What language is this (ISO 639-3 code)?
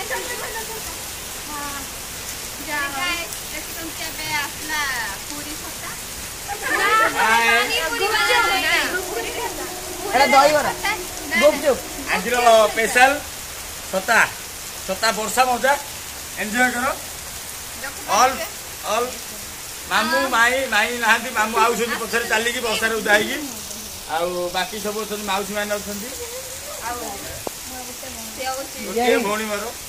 ori